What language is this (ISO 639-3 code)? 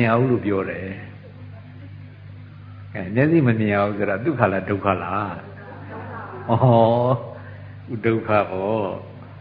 mya